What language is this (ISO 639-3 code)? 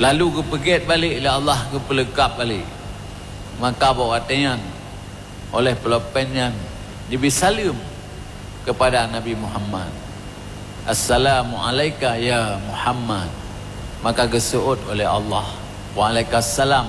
ace